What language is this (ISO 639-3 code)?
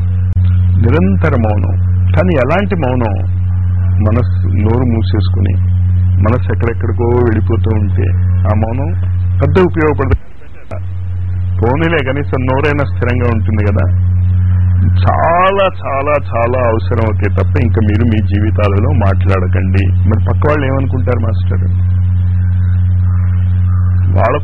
tel